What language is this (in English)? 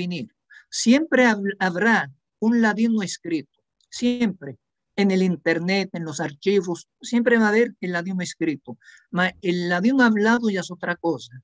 Ladino